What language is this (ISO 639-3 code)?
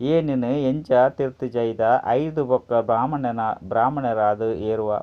tcy